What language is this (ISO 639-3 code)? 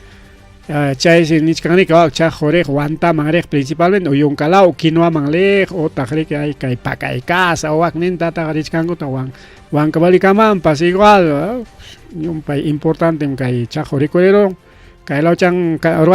quy